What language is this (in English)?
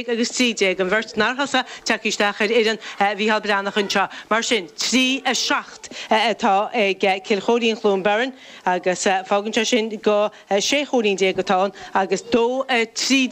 Irish